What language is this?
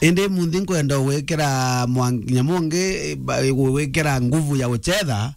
Meru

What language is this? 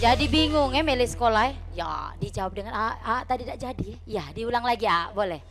Musi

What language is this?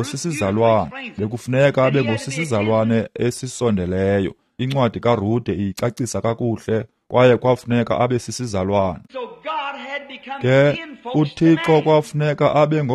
Xhosa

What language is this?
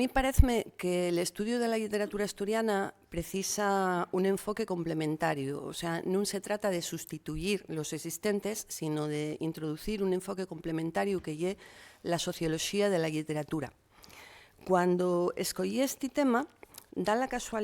Asturian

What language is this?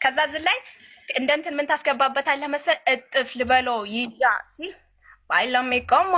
Amharic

